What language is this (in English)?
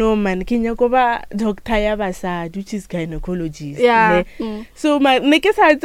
Northern Sotho